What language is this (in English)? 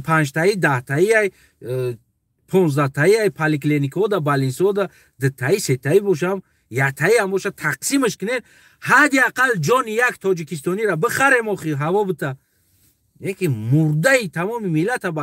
Tajik